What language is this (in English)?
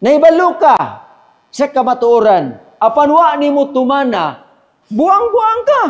Cebuano